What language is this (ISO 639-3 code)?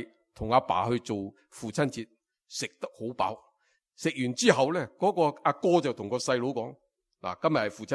yue